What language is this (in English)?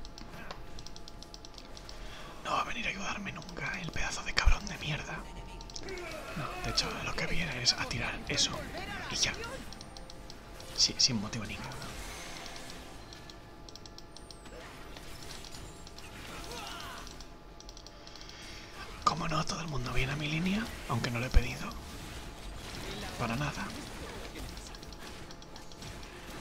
Spanish